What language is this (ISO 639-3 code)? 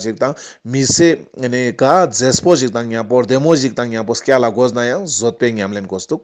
lbj